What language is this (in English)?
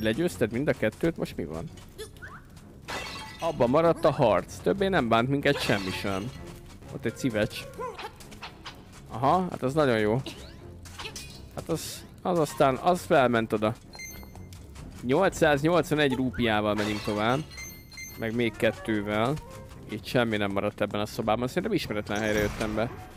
Hungarian